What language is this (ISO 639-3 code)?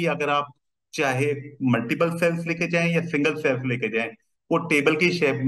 hin